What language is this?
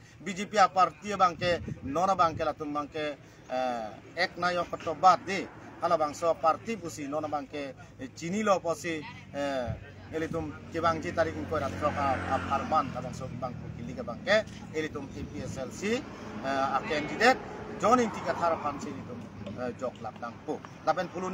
Karbi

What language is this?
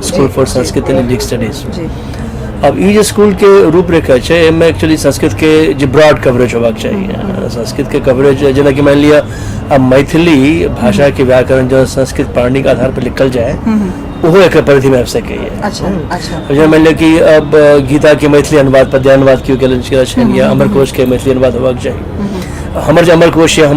Maithili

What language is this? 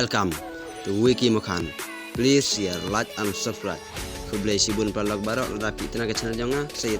Khasi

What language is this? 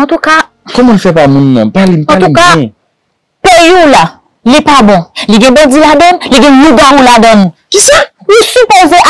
Haitian Creole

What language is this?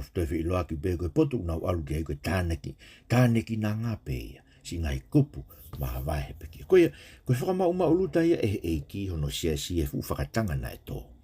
Tongan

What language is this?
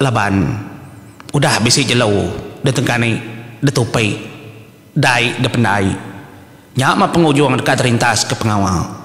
Iban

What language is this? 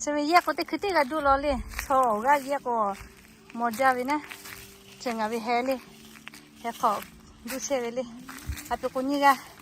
Lahu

